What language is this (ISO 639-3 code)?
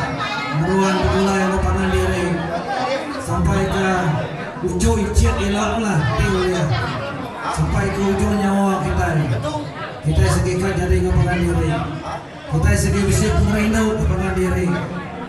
iba